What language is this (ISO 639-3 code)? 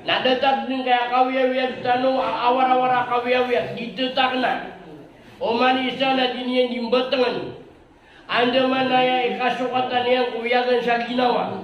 mrw